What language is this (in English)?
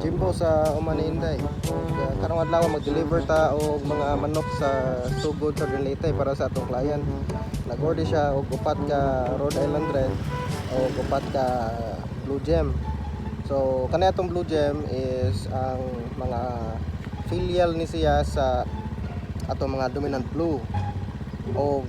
Cebuano